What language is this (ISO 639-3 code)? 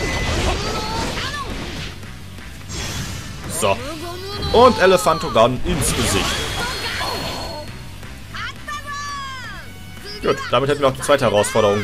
deu